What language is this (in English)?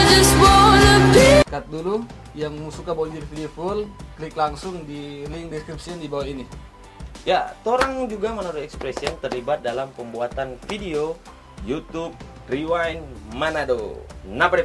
Manado Malay